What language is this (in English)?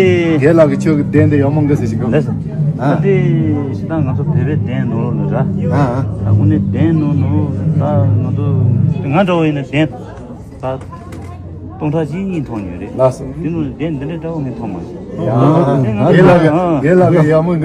Tibetan